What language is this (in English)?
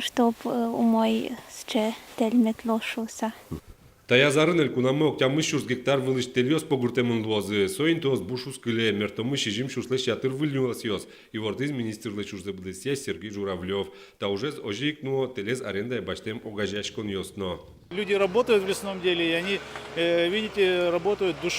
Udmurt